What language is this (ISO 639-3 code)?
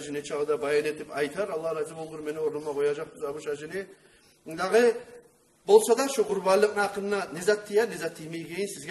kum